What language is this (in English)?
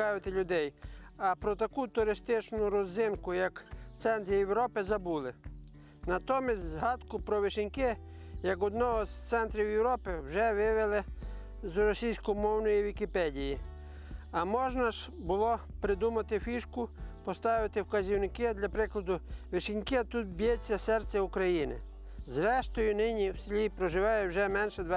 Ukrainian